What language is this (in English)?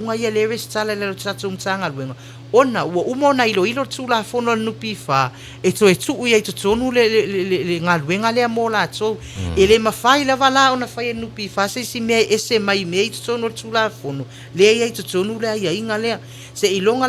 Samoan